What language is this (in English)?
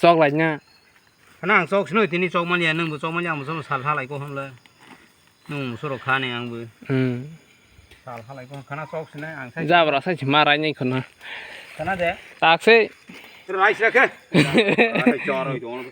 Kok Borok